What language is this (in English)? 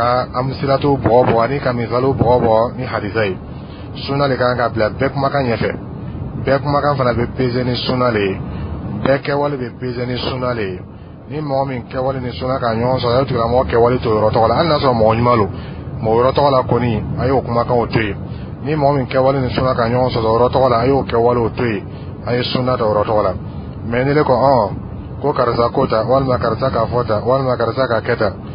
Dyula